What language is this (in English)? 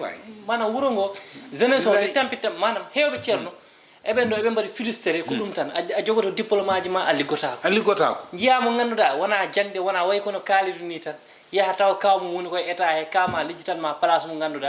Fula